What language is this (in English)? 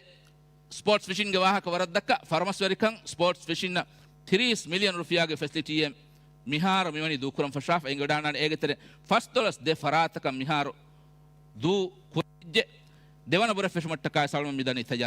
Divehi